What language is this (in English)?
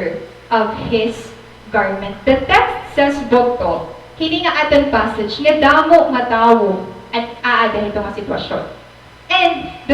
Waray